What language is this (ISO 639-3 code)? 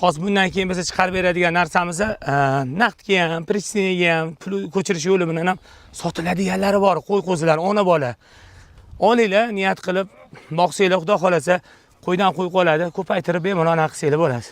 uzb